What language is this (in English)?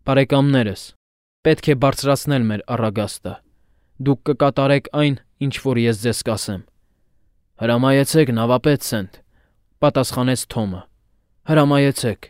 Armenian